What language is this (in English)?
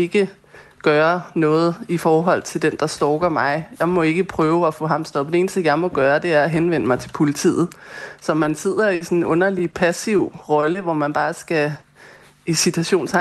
Danish